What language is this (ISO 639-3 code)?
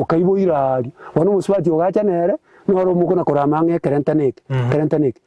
guz